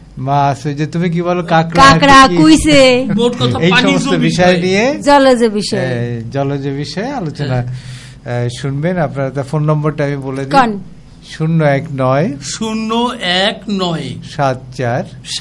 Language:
Bangla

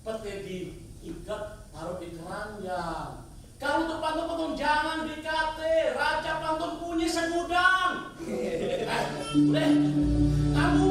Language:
Betawi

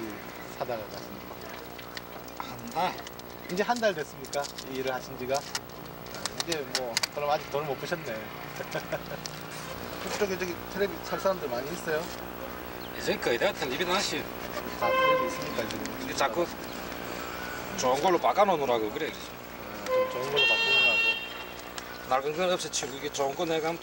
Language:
Korean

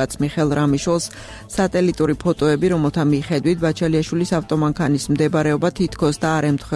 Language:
Georgian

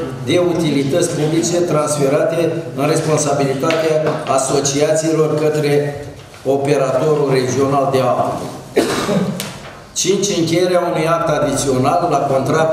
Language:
Romanian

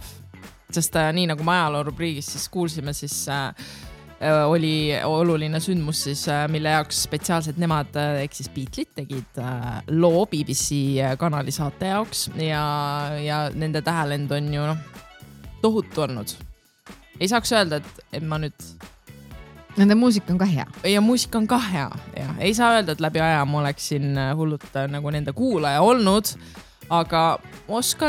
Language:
Estonian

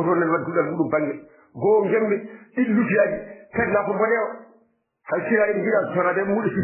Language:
Fula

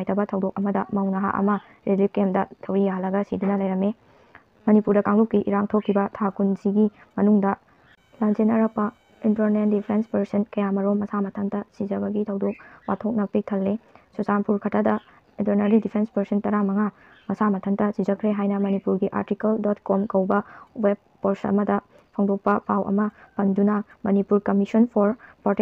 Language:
Manipuri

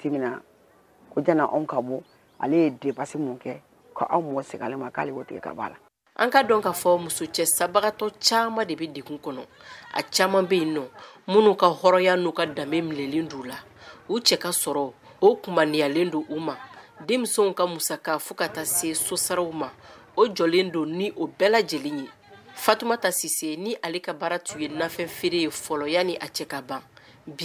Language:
Bambara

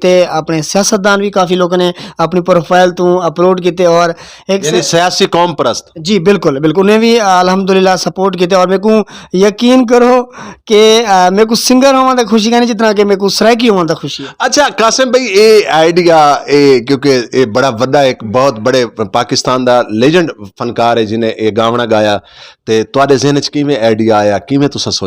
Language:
Saraiki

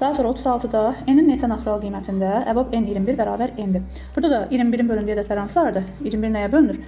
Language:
Azerbaijani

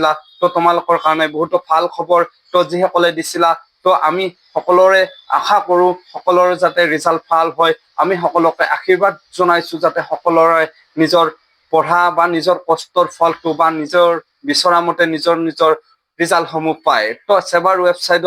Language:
Assamese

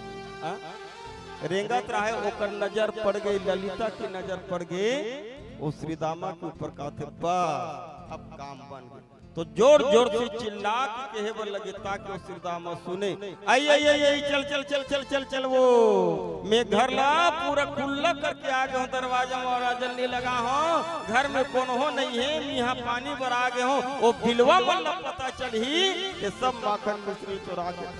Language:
Chhattisgarhi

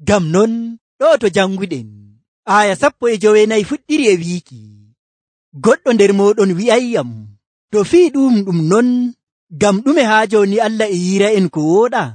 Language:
Nigerian Fulfulde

